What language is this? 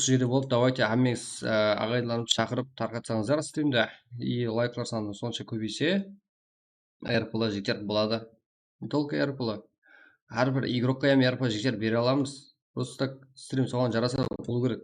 Kara-Kalpak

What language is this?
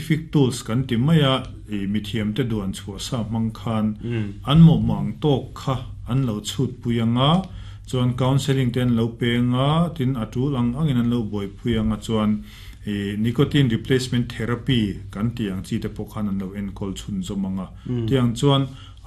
Mizo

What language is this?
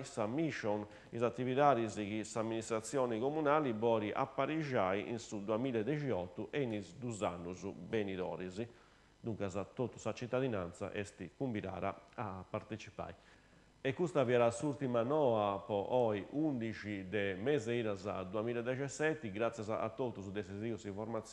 Sardinian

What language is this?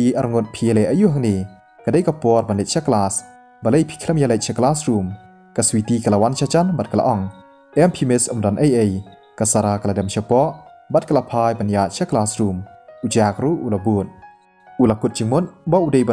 Khasi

